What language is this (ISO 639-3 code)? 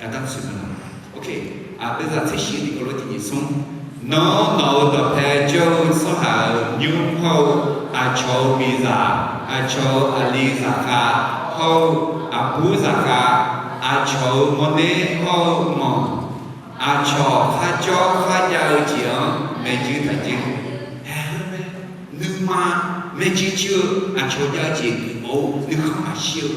ahk